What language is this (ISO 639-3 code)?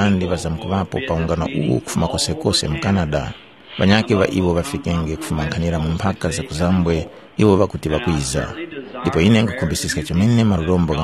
tum